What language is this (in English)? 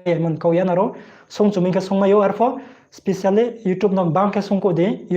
Riang (India)